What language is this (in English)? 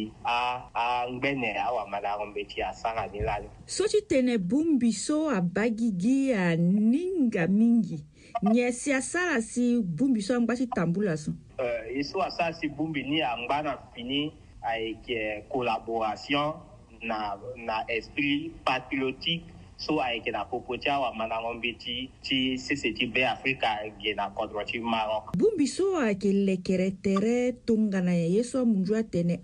Sango